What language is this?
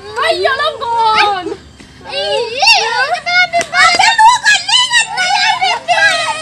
Minangkabau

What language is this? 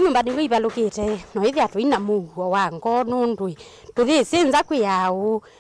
Kamba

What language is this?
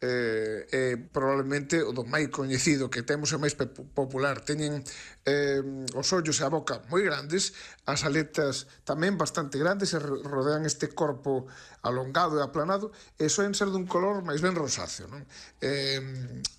Galician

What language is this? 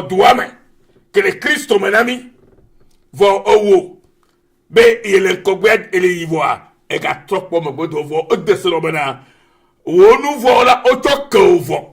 Ewe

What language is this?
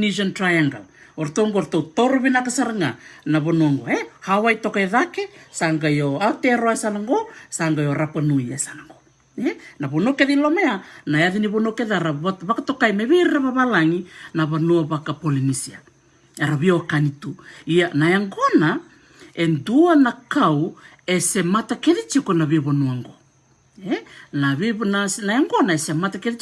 Fijian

